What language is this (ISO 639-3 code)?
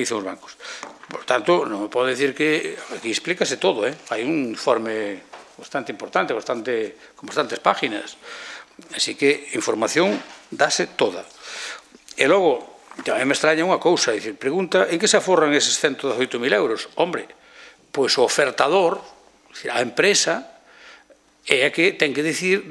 glg